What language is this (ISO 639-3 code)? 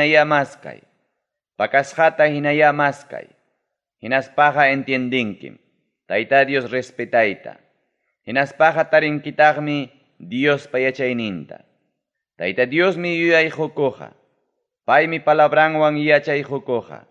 quy